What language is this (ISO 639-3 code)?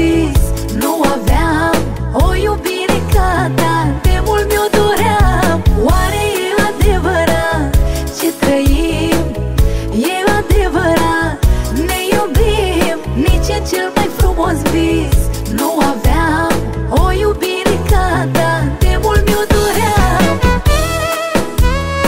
ron